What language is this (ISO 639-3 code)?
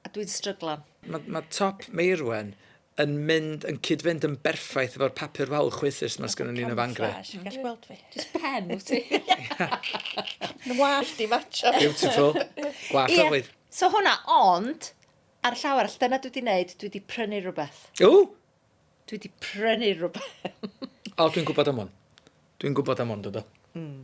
cym